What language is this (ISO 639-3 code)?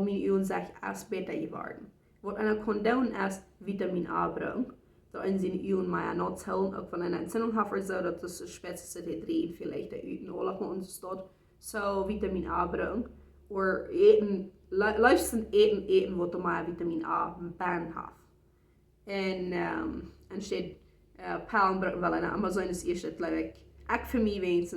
pdt